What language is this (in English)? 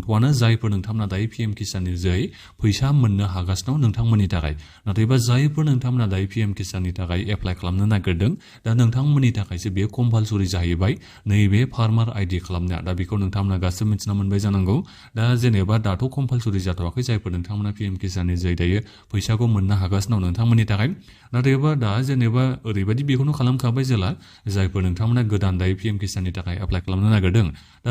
Bodo